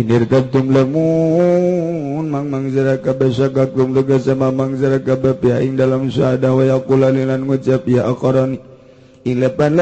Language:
Sundanese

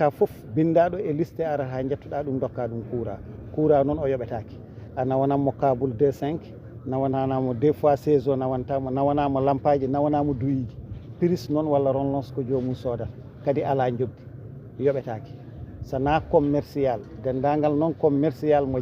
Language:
Fula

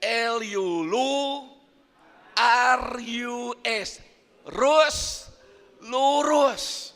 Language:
Iban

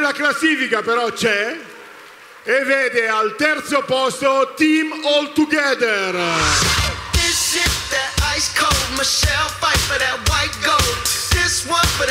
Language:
Italian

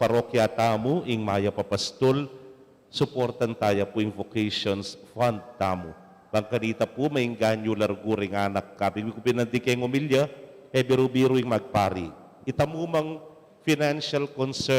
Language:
Pampanga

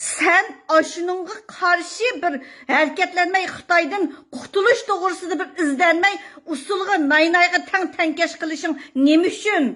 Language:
Uyghur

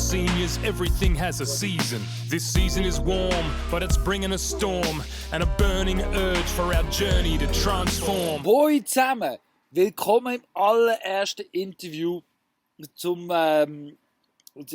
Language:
Swiss German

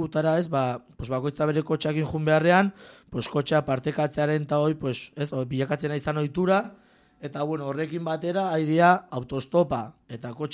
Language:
Basque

